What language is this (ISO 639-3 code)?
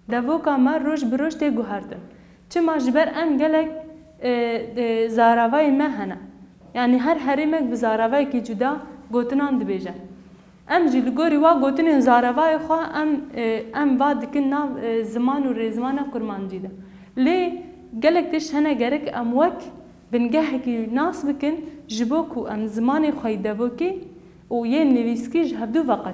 kur